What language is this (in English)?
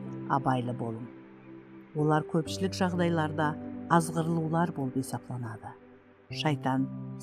Kara-Kalpak